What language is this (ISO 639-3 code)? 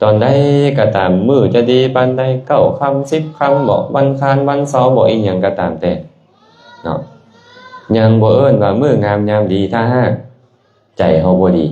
lao